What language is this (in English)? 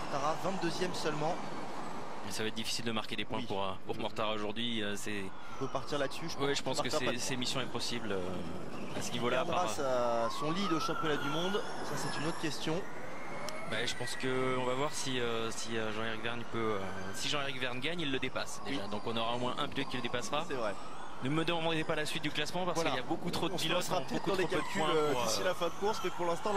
French